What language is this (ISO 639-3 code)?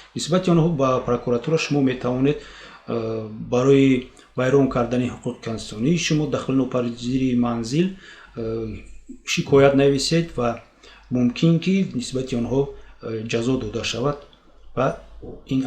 tgk